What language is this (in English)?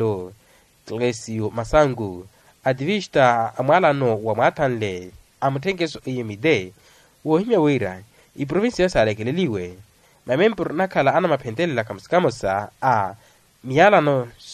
Makhuwa